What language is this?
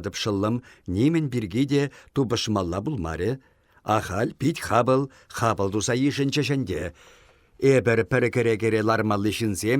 Chuvash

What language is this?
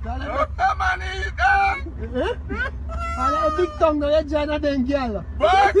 Jamaican Creole English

